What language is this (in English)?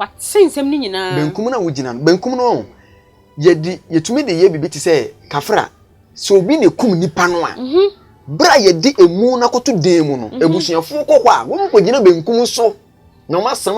Akan